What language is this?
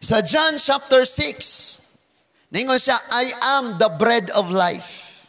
Cebuano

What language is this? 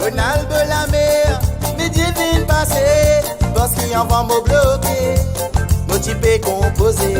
Morisyen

